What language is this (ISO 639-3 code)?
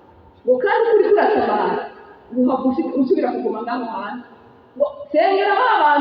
run